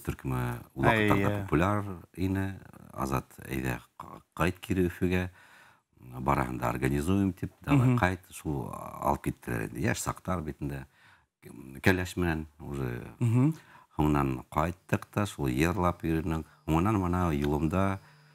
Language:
Bashkir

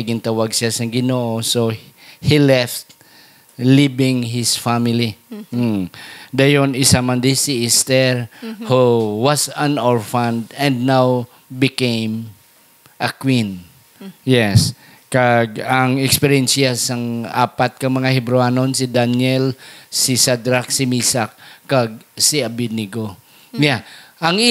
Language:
Hiligaynon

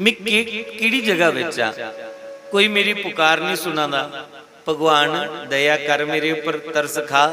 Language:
Dogri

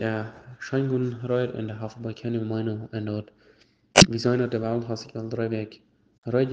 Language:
Plautdietsch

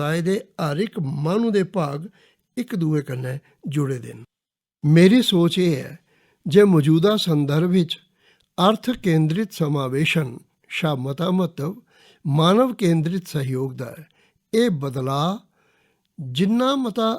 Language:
Dogri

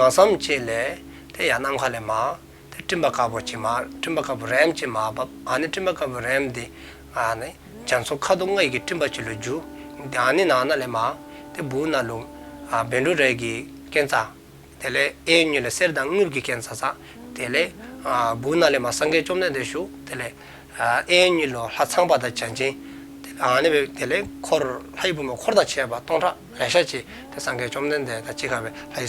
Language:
Dzongkha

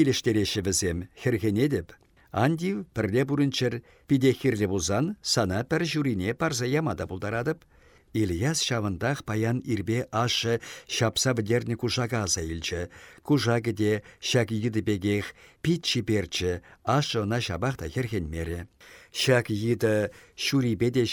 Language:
Chuvash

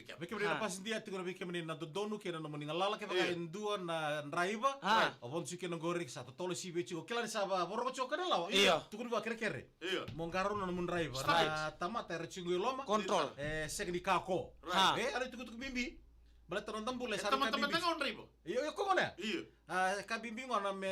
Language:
Fijian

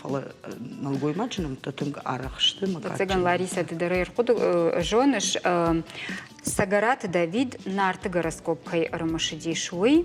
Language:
Ossetic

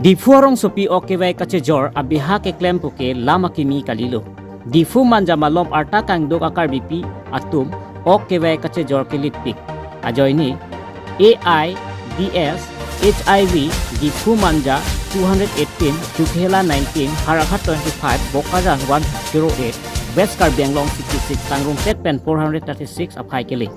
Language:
Karbi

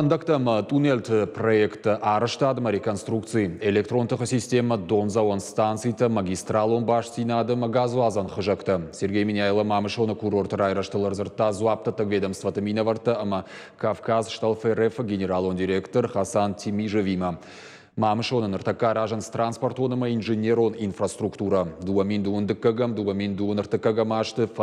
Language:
Ossetic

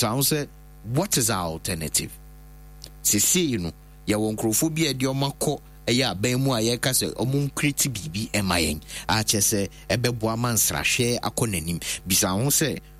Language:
Akan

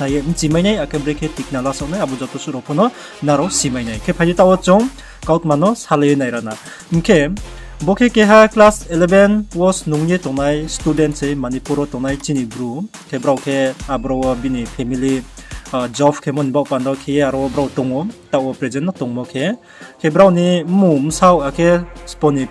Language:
Riang (India)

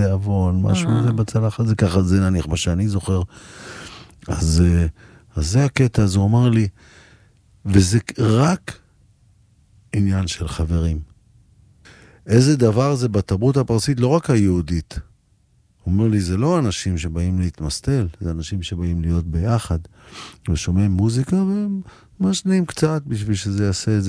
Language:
Hebrew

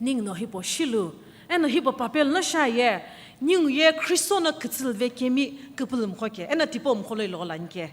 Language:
Sumi Naga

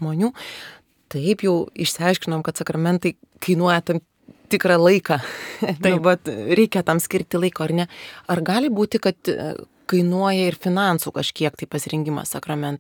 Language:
Lithuanian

